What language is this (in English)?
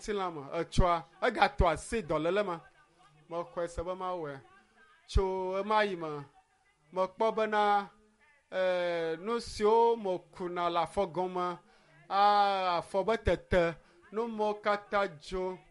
Ewe